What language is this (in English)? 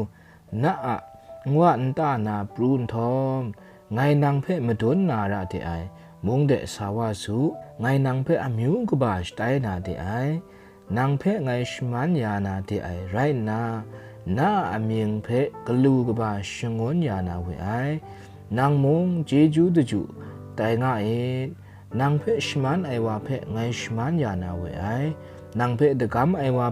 Kachin